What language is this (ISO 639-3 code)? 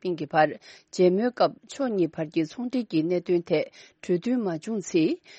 bod